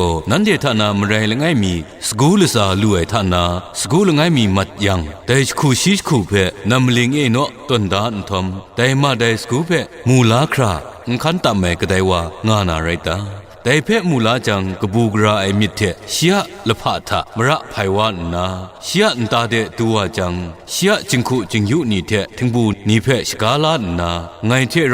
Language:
Kachin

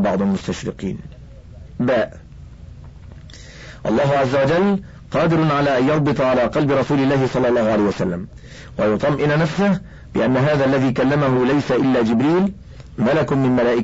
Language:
Arabic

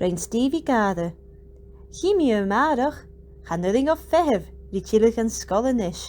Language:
Scottish Gaelic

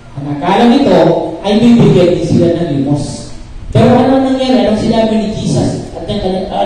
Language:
Filipino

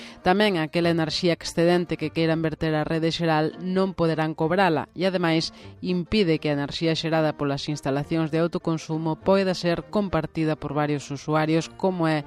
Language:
Galician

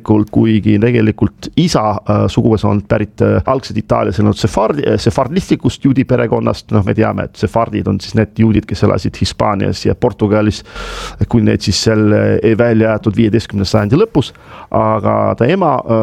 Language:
Estonian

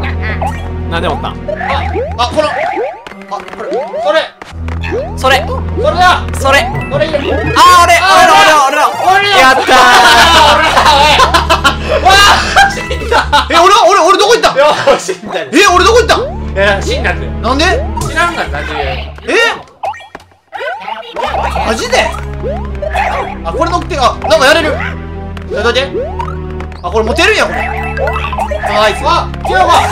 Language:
Japanese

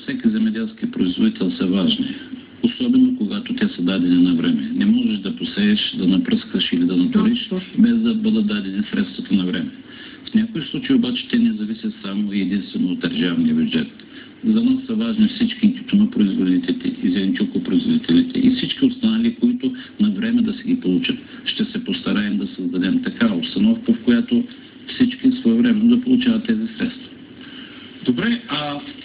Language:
Bulgarian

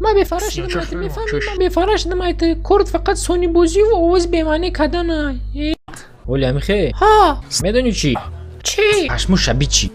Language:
Tajik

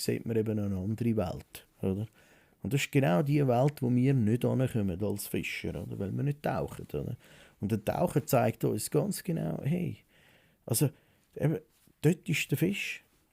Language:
Swiss German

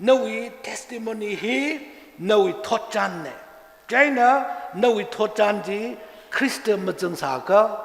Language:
Tangkhul Naga (India)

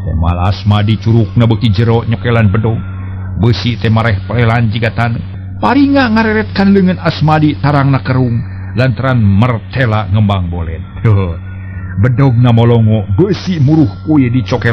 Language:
Sundanese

